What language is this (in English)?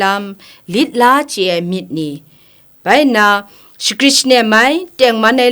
Kachin